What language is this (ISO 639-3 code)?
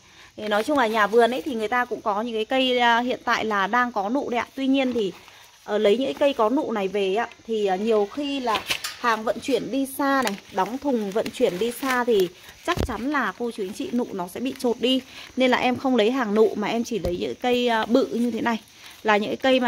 vie